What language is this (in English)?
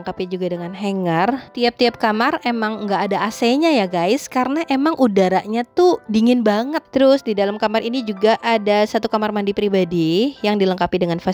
Indonesian